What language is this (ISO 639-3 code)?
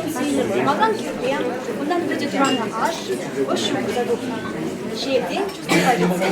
chv